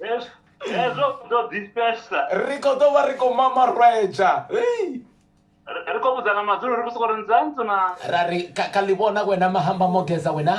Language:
Venda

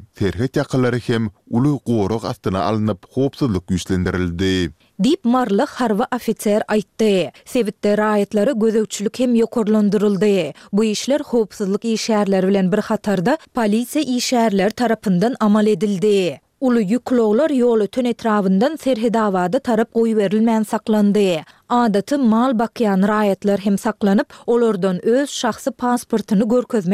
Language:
Turkmen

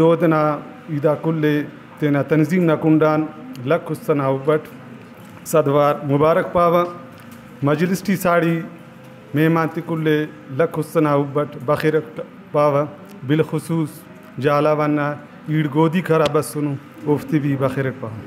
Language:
Brahui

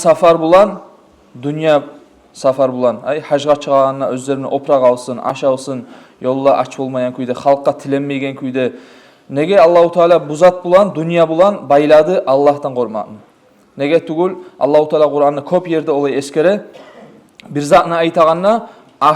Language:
Kumyk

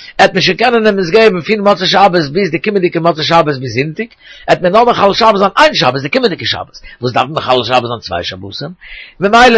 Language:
Yiddish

